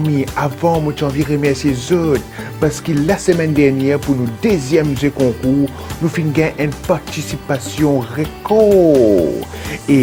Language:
Morisyen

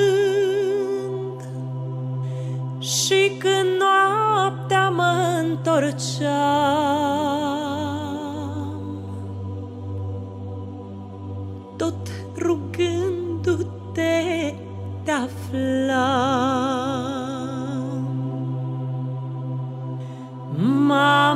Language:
Romanian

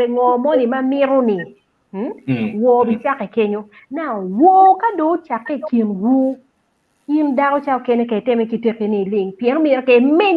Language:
Acoli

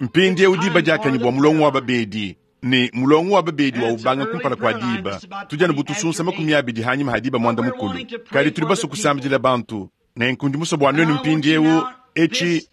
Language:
Luba-Lulua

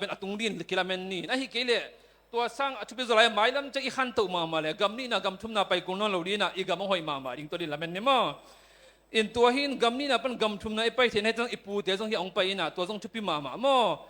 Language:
Tedim Chin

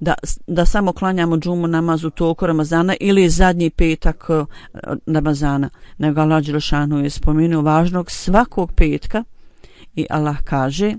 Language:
Bosnian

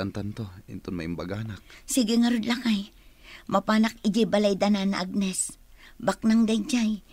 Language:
Iloko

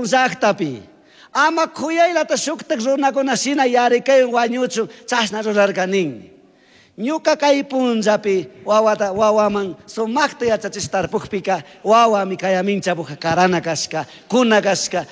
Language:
Chimborazo Highland Quichua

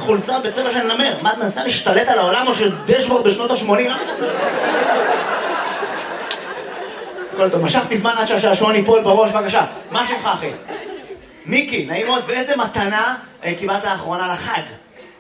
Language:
Hebrew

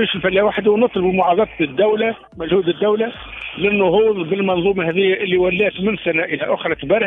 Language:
Tunisian Arabic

